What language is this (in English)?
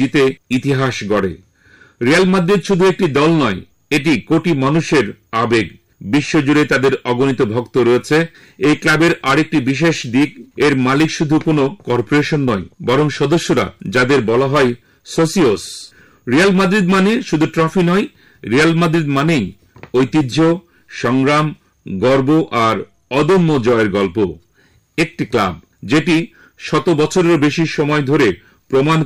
Bangla